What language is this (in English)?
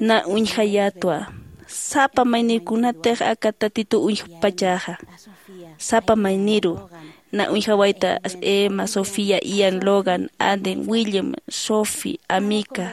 Aymara